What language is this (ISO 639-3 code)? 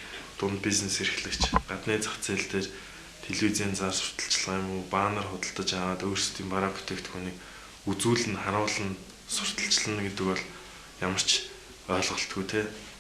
mon